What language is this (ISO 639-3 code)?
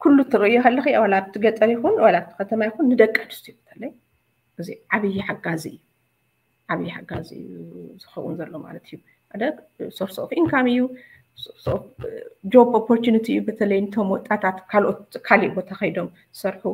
tir